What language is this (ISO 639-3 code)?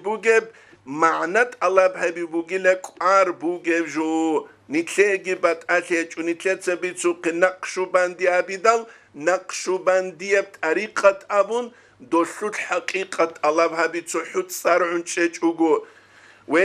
ava